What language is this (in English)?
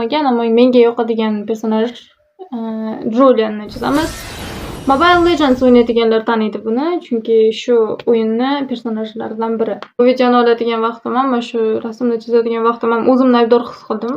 Uzbek